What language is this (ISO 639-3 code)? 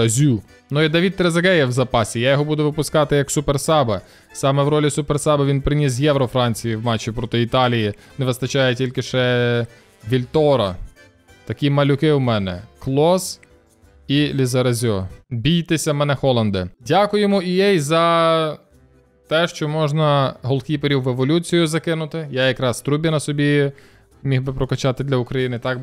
ukr